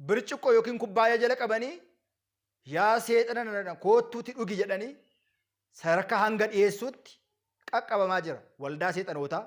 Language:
Oromo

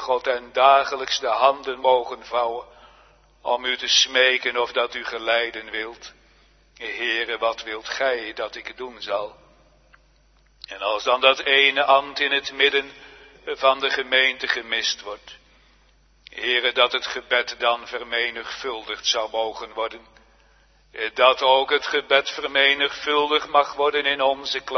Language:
Dutch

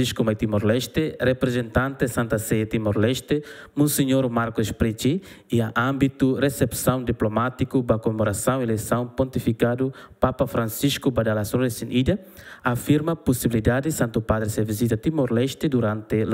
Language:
Tetum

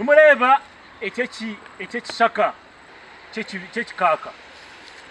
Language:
Nyankole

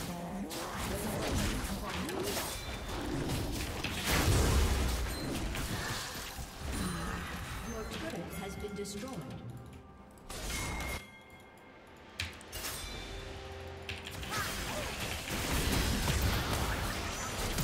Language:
Chinese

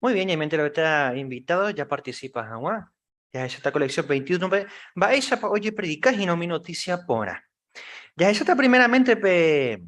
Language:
Guarani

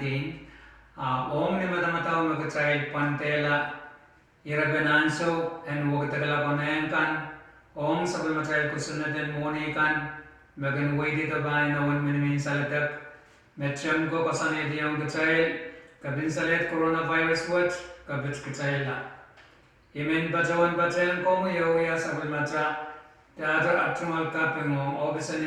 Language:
Pohnpeian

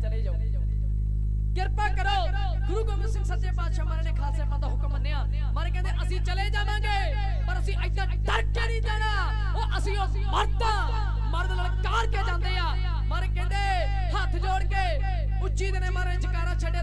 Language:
Punjabi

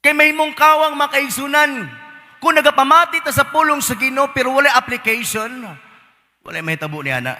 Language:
Cebuano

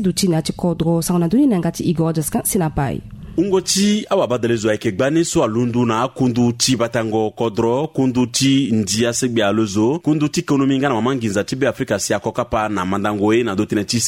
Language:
Sango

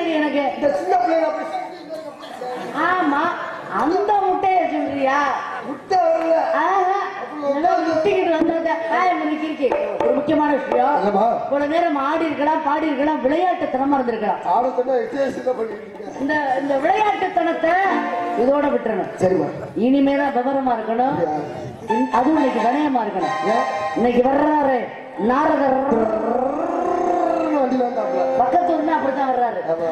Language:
Tamil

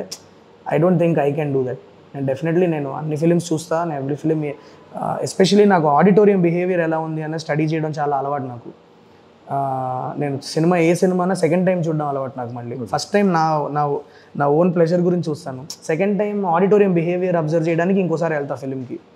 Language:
Telugu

